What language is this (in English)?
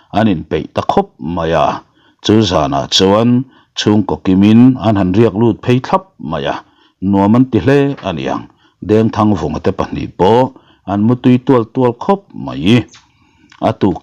Mizo